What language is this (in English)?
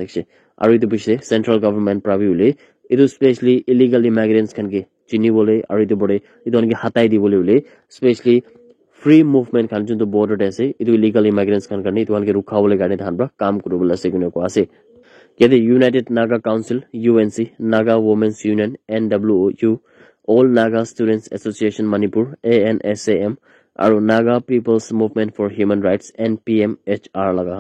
Naga Pidgin